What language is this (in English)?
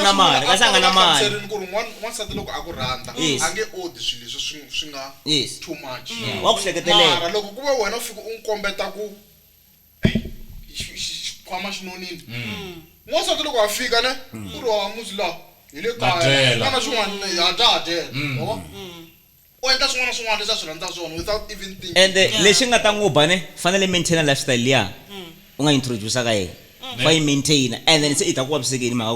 Tsonga